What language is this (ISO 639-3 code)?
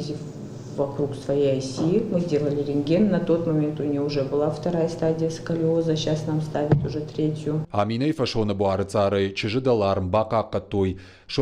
oss